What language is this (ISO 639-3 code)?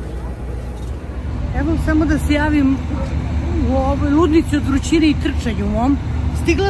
srp